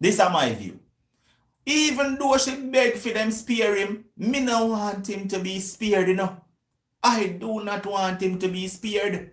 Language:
Jamaican Creole English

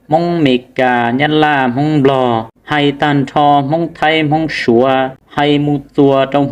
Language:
Hmong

